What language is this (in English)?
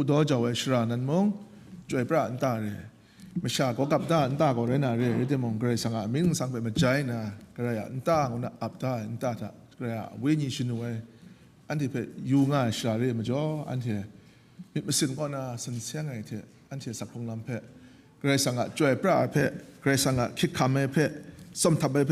Kachin